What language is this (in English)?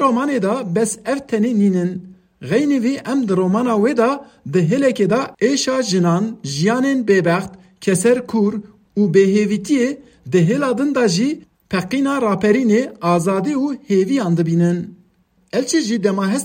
Kurdish